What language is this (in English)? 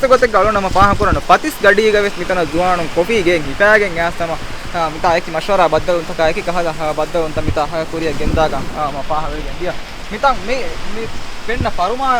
Divehi